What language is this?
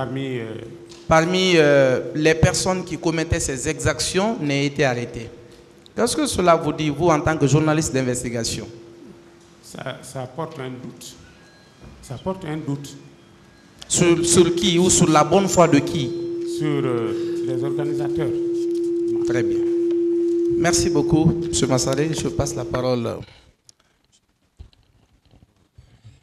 French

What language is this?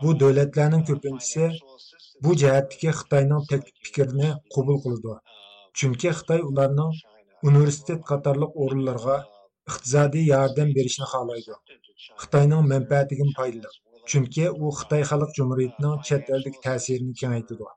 Uyghur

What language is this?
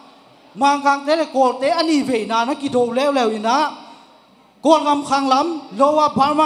Tedim Chin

